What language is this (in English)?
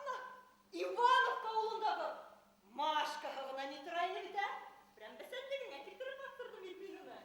Bashkir